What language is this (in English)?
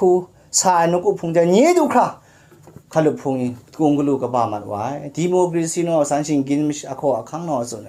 Kachin